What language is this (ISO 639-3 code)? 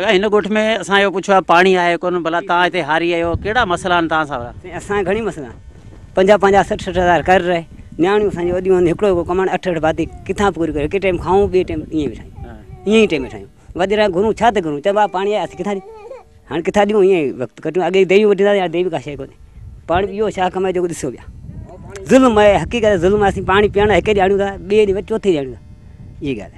snd